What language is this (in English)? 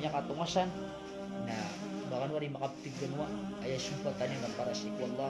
Maranao